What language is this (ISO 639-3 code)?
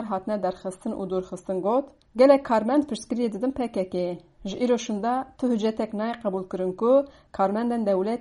kur